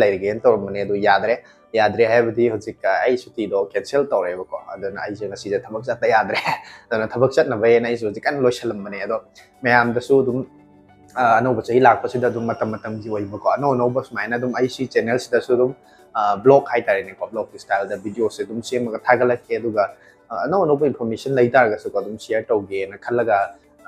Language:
Manipuri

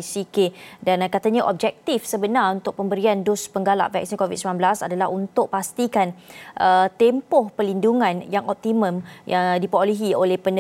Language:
Malay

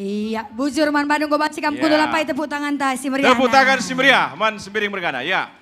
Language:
Batak Karo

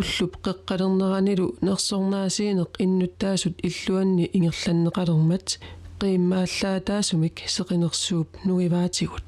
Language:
Kalaallisut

